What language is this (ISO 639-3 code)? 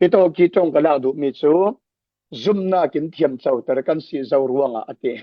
cfm